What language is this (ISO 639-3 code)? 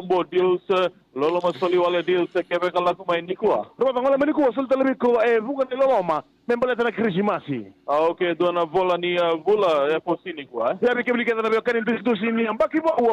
fij